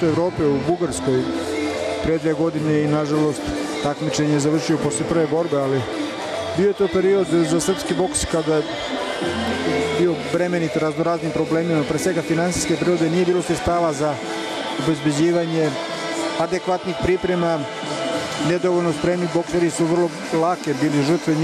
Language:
Serbian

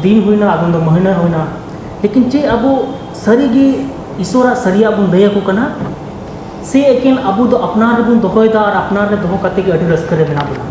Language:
Santali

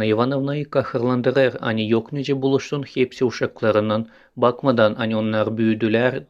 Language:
Gagauz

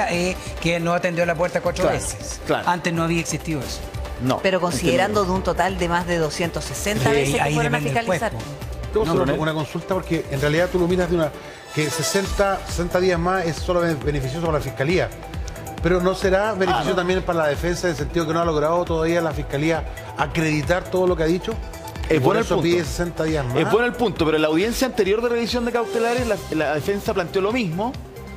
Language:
Spanish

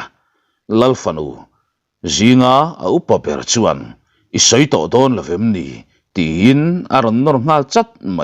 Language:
Mizo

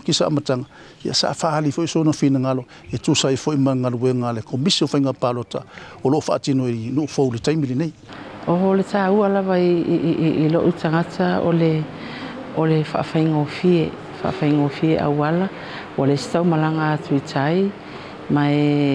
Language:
Samoan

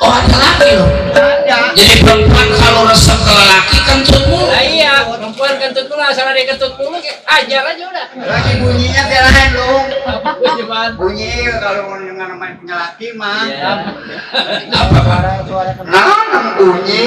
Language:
Betawi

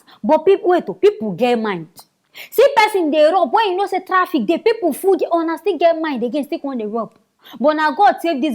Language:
Nigerian Pidgin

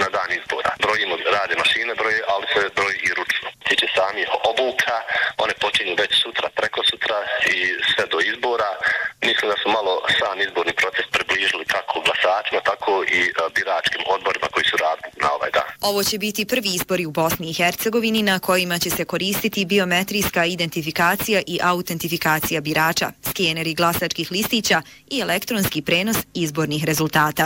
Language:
Bosnian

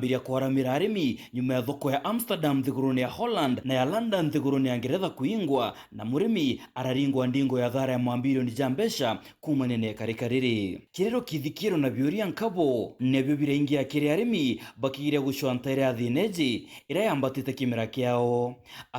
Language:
Meru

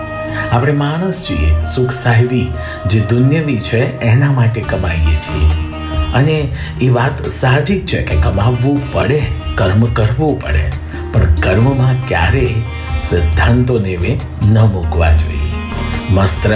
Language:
Gujarati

